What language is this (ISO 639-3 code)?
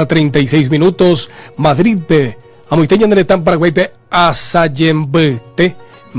grn